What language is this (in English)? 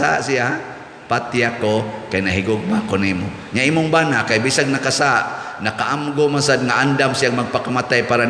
Cebuano